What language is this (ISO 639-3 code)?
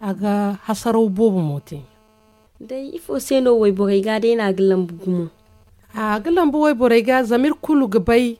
dje